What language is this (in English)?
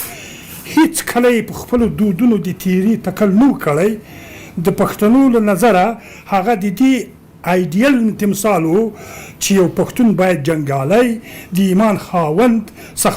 Pashto